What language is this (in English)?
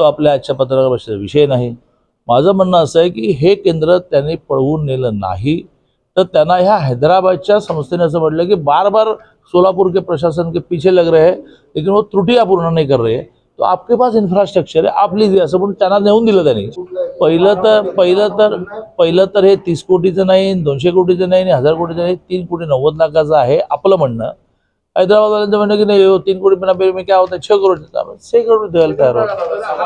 Marathi